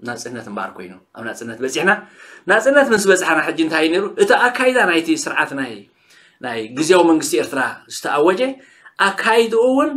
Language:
Tigrinya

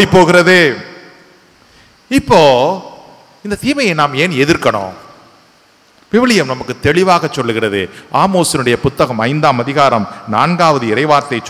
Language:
Tamil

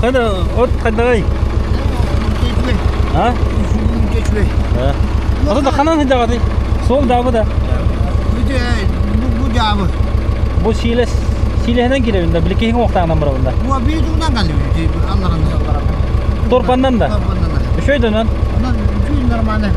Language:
Yakut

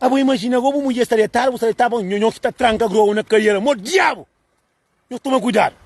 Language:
Kabuverdianu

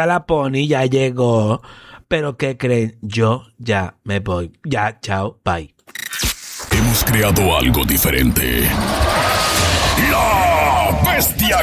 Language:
Spanish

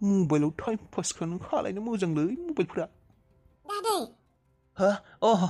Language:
Bodo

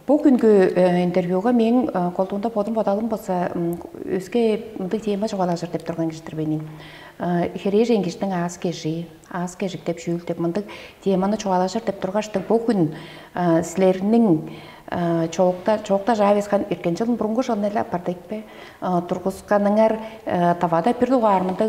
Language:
Tuvinian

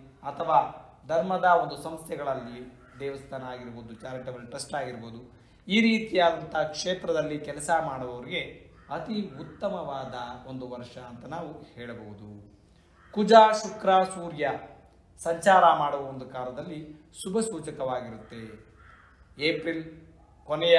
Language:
Kannada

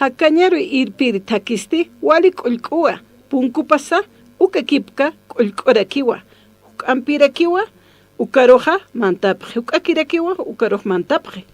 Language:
Aymara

